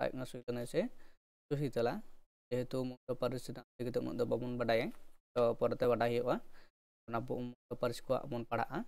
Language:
Santali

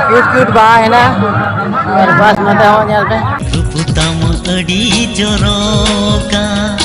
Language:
Santali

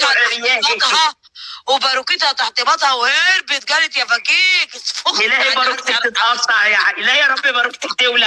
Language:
Egyptian Arabic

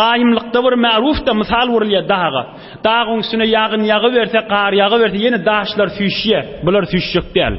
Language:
Turkmen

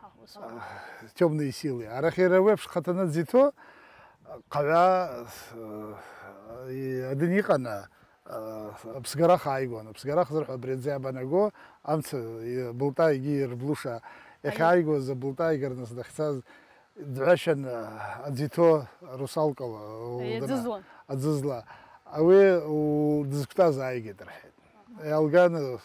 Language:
Abkhazian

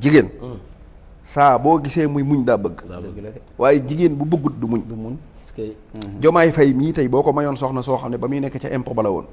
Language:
Wolof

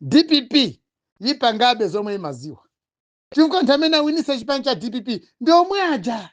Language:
Nyanja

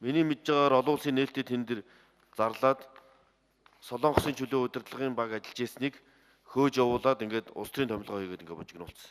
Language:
Mongolian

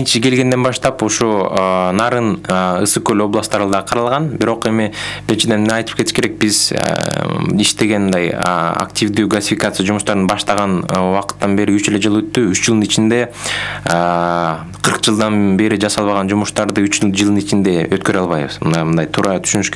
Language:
Kyrgyz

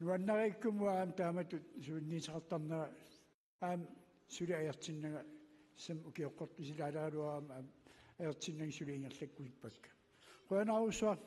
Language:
Kalaallisut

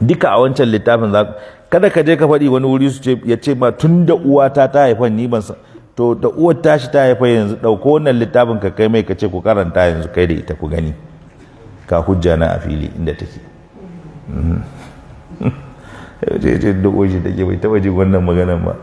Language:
Hausa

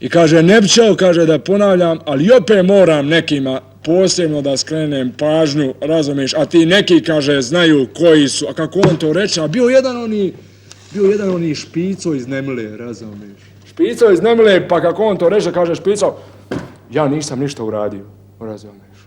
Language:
Bosnian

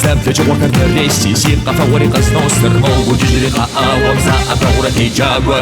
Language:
Kabardian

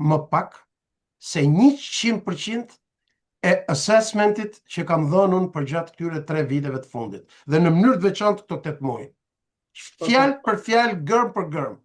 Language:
Albanian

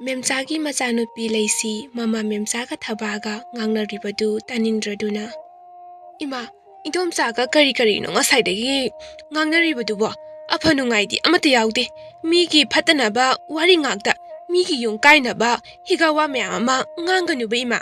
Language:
Manipuri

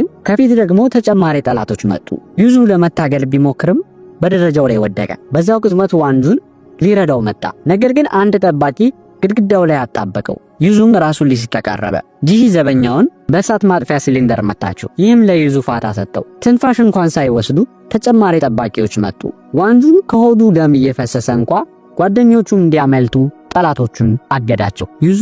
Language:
Amharic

